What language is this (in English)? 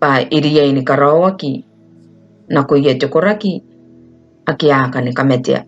Gilbertese